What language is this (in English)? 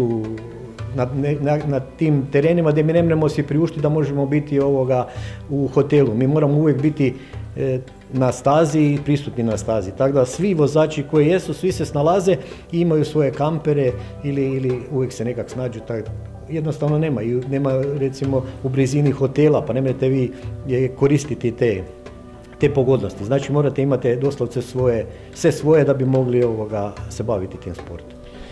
Croatian